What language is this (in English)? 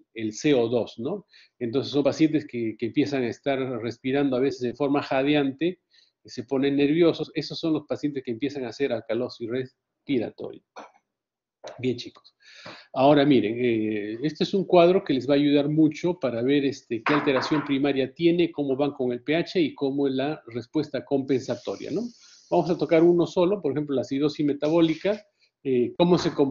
Spanish